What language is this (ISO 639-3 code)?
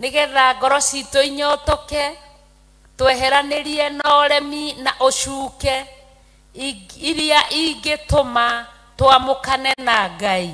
kik